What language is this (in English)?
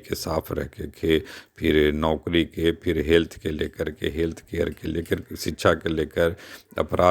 Magahi